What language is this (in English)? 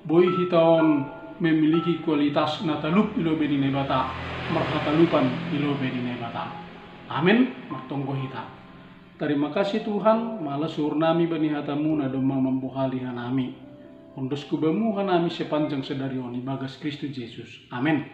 Batak Simalungun